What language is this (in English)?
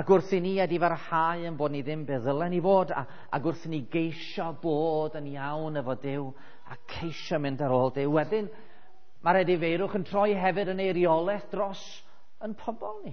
Welsh